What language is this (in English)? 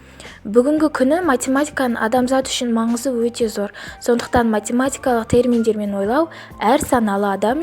Kazakh